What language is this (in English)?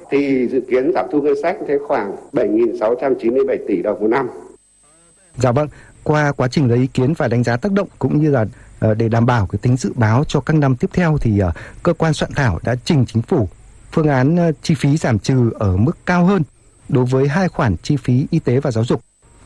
Vietnamese